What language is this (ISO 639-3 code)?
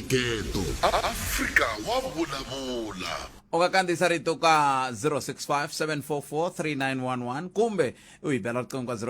tso